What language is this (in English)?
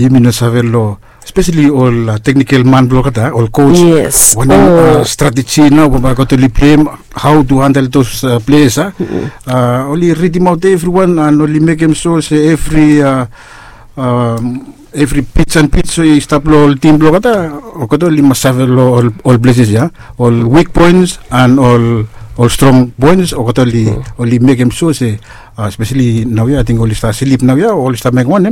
Bislama